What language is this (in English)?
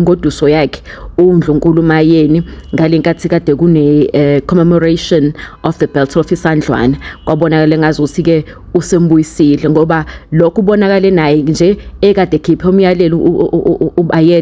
Zulu